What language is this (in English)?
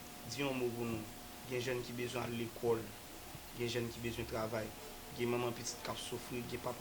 Haitian Creole